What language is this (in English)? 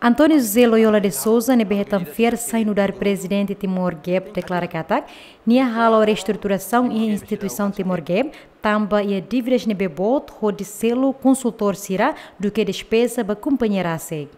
Tetum